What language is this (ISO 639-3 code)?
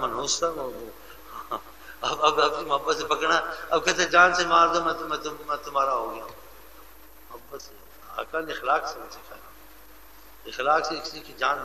urd